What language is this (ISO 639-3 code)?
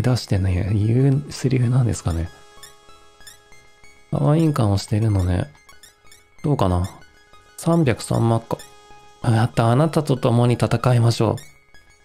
jpn